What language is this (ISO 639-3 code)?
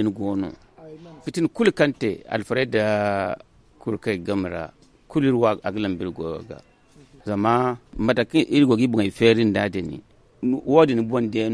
dje